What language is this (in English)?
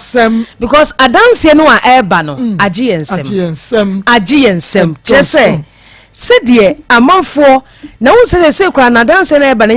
Akan